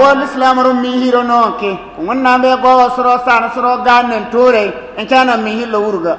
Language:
Bissa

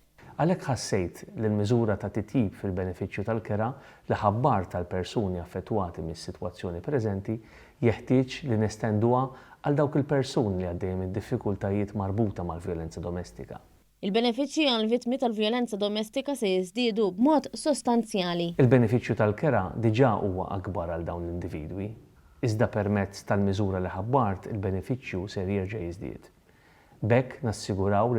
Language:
Maltese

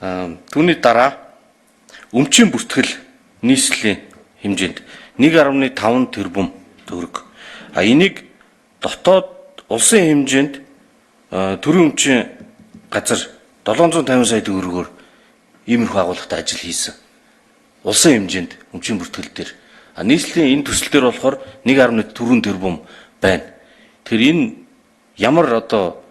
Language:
Mongolian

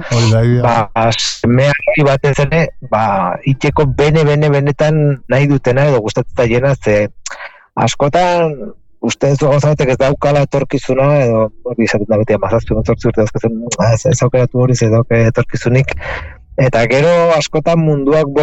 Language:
Basque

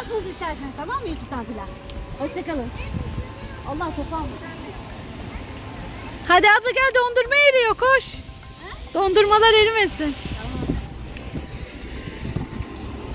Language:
Turkish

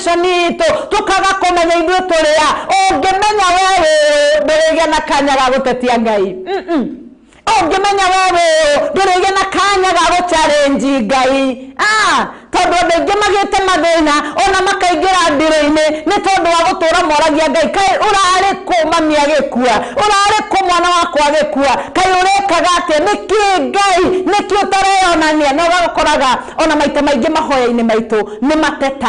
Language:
Kikuyu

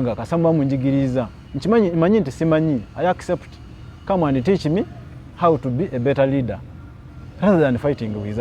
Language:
Ganda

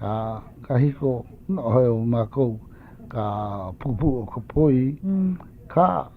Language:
Hawaiian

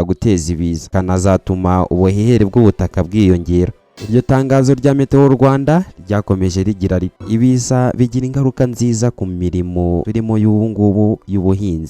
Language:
Kinyarwanda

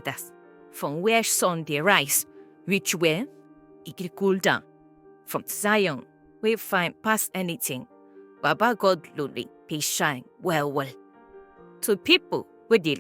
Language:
Nigerian Pidgin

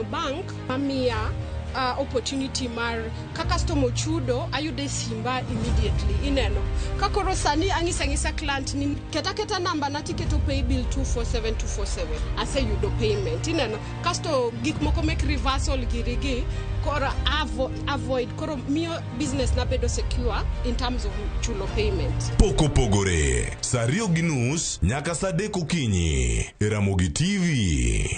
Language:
Luo (Kenya and Tanzania)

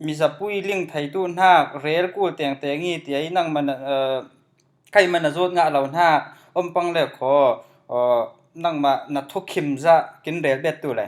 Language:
Falam Chin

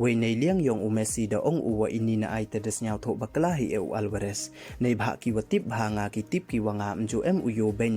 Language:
Pnar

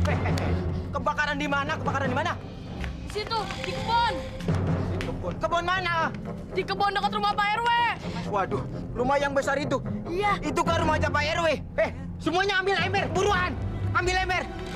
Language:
Betawi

